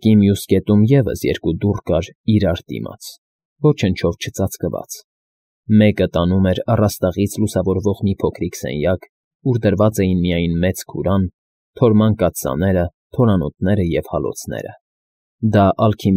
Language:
Armenian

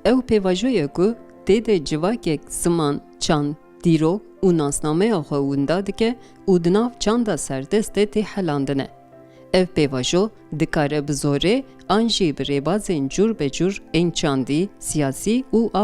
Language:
Kurdish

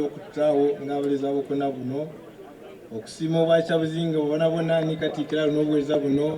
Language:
Soga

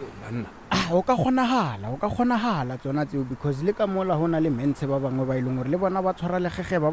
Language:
Northern Sotho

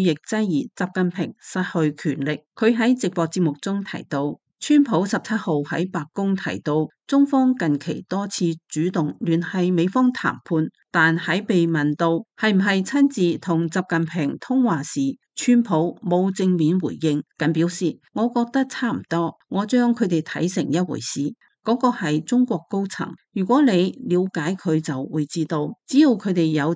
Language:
Cantonese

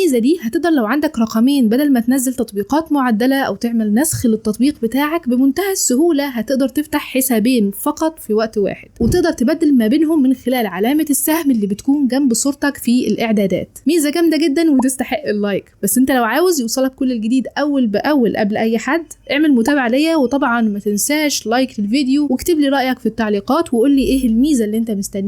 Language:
Egyptian Arabic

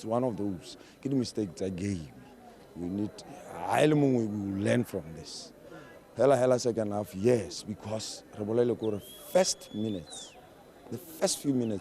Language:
Tswana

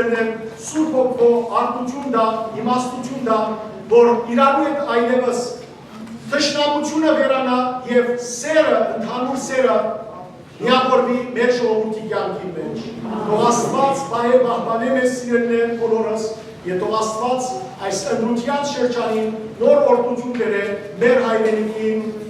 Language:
Western Armenian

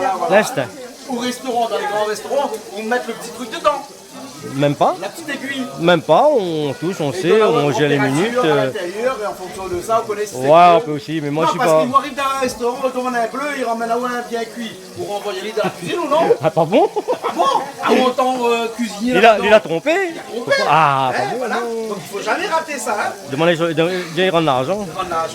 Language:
Réunion Creole French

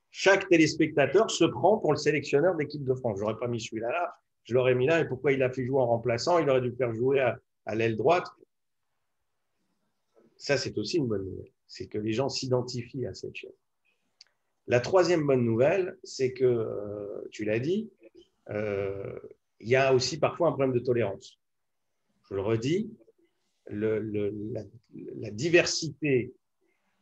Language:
French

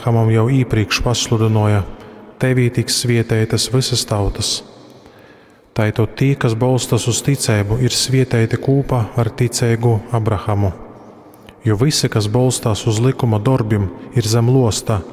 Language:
Latgalian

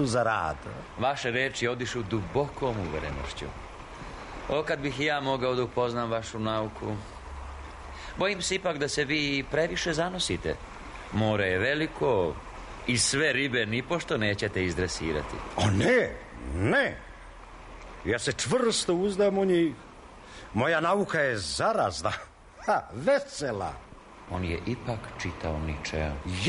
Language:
Serbian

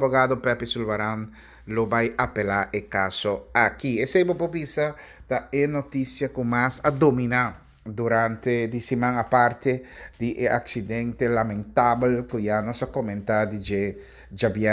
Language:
Papiamento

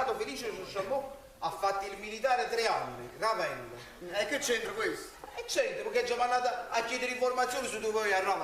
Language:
Neapolitan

